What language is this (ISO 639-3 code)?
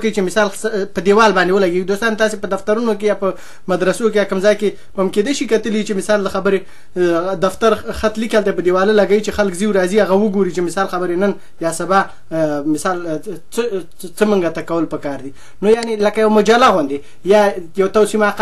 pus